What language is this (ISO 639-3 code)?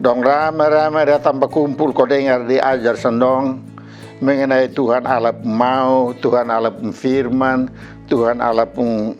mkn